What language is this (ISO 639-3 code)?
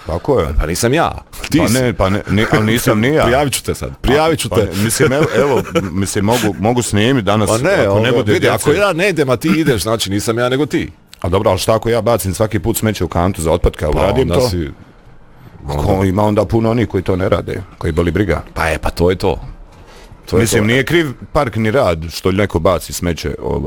hrv